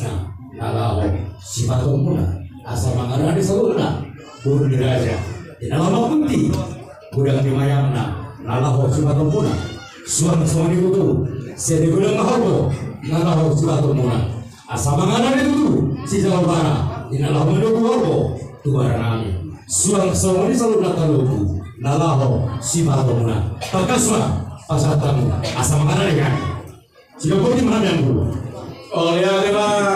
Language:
Batak Toba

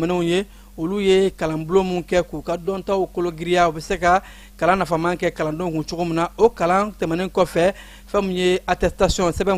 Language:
Bambara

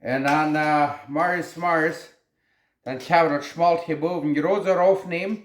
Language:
Plautdietsch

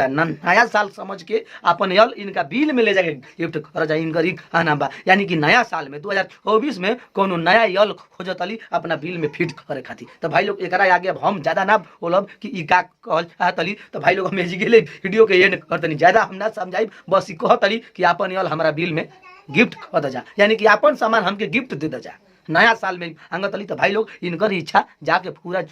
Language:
Bhojpuri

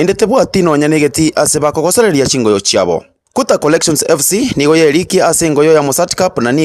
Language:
Gusii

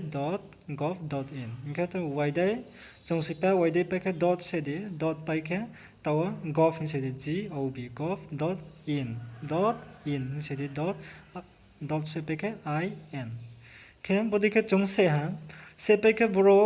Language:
Riang (India)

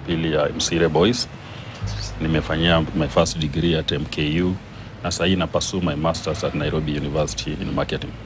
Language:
Swahili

